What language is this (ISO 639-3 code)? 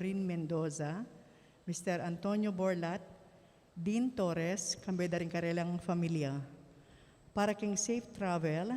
pam